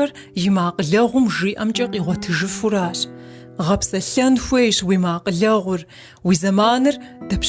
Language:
Kabardian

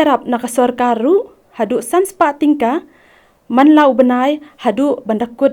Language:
Khasi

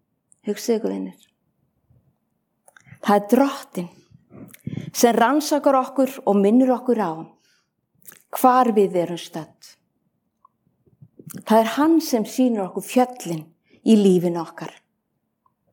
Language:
Icelandic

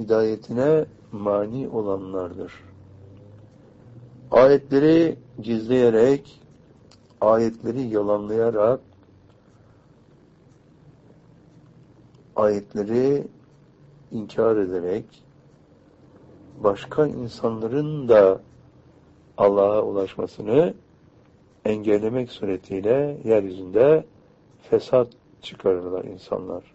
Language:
Turkish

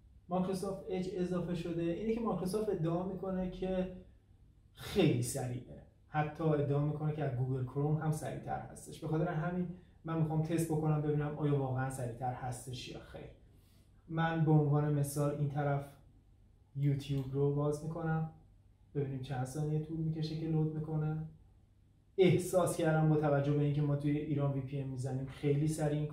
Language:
Persian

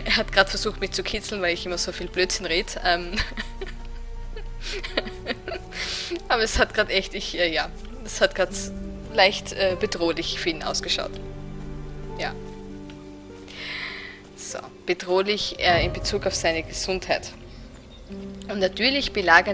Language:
German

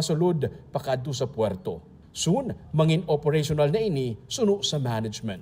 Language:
Hiligaynon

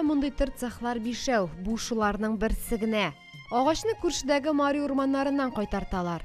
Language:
Tatar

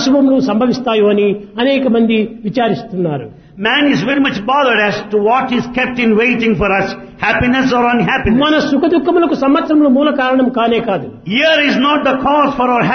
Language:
Telugu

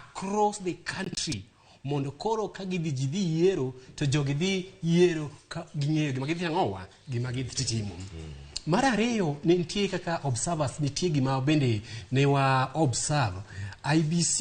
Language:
Luo (Kenya and Tanzania)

